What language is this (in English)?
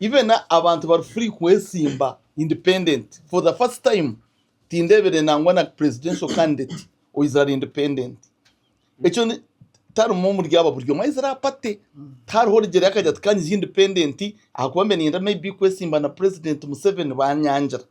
Nyankole